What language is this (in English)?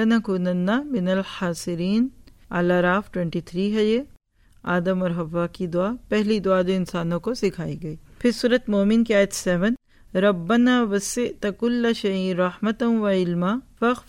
Urdu